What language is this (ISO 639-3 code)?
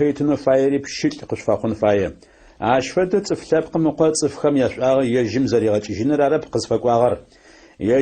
ady